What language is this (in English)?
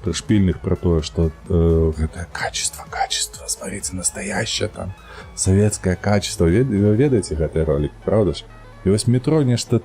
Belarusian